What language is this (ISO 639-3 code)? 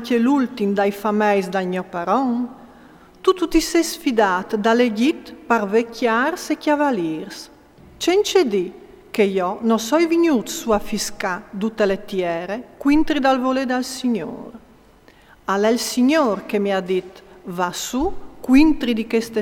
fur